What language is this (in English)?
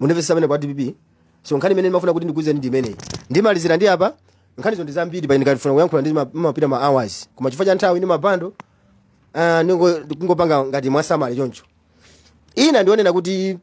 Nyanja